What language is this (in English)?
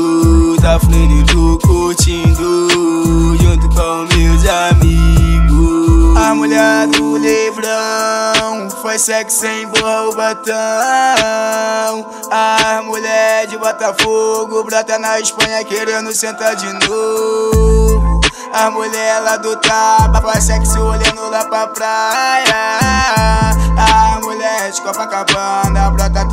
Portuguese